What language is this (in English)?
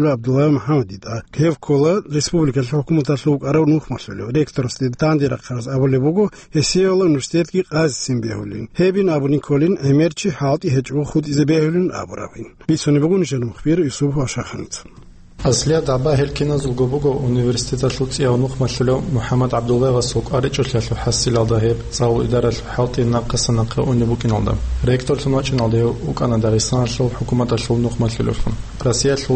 Avaric